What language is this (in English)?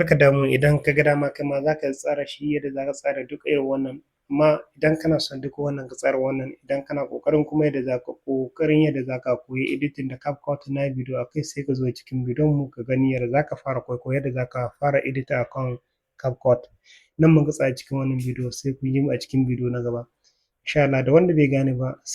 Hausa